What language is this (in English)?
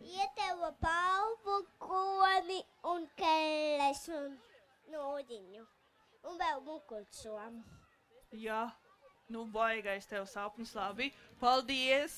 Latvian